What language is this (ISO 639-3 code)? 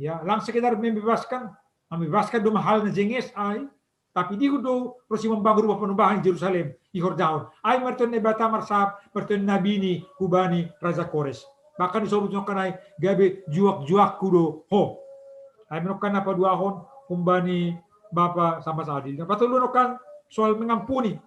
bts